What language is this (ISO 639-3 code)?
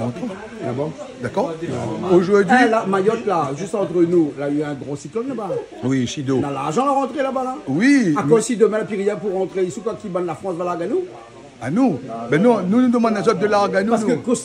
rcf